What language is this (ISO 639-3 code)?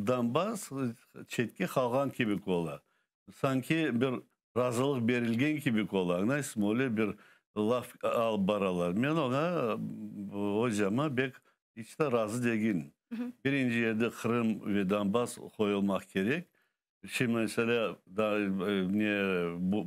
crh